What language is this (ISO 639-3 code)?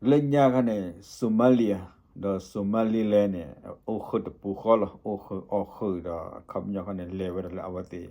ksw